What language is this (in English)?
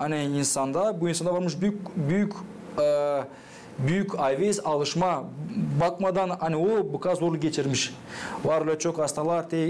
Gagauz